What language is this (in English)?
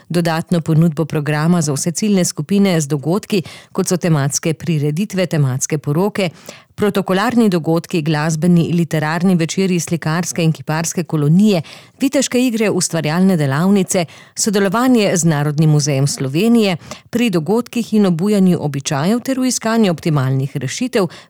Slovenian